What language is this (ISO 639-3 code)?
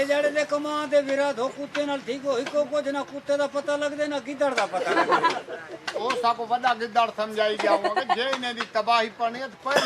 skr